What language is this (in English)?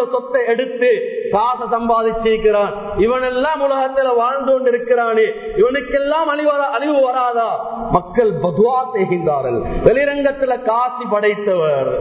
Tamil